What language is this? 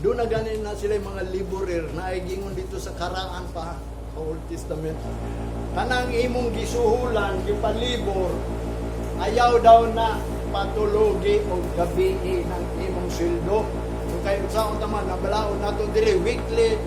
Cebuano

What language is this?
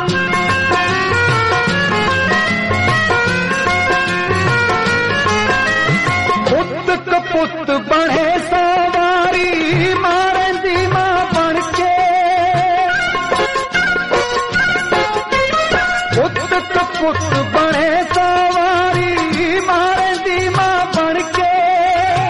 Punjabi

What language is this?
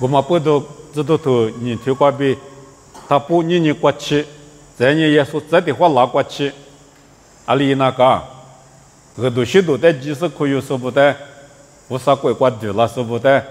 Lisu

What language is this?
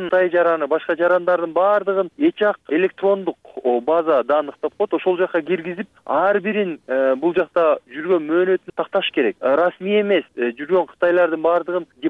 Kyrgyz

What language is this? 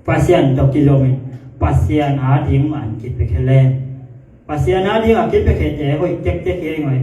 Tedim Chin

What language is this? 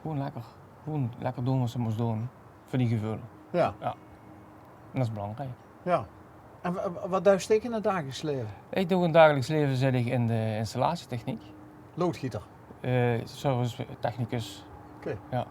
Limburgish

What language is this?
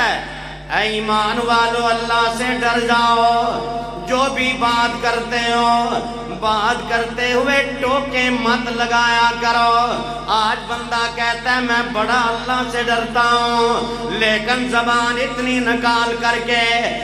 Urdu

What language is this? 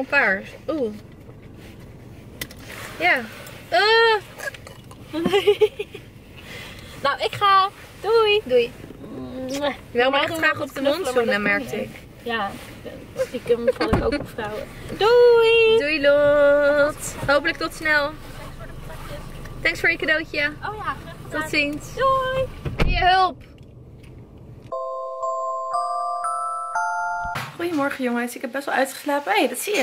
Dutch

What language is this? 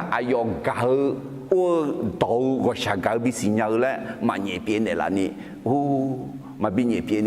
Akha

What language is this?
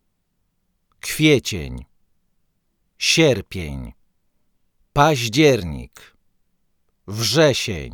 Polish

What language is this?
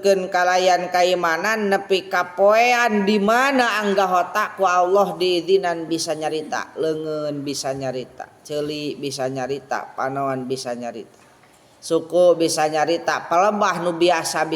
Sundanese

